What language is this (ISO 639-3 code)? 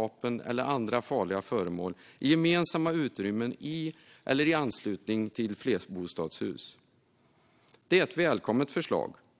swe